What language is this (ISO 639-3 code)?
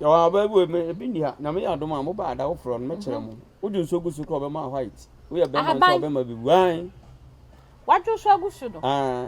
aka